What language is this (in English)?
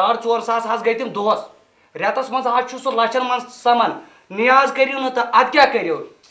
Kashmiri